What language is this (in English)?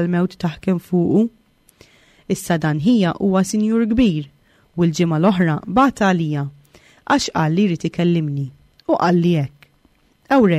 Maltese